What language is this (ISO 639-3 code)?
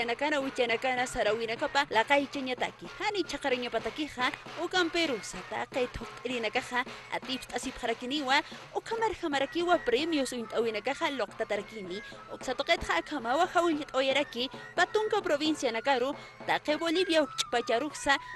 aym